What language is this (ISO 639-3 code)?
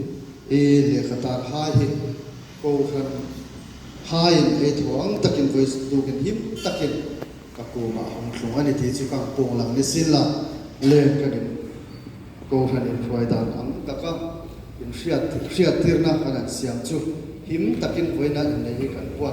hmr